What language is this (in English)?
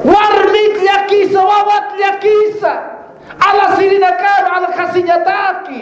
Aymara